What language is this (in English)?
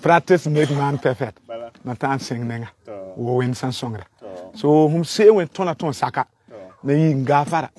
Frafra